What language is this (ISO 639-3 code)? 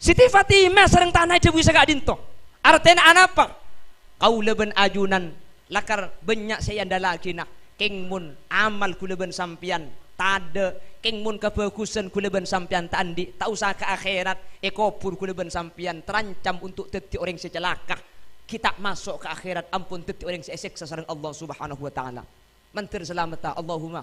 mad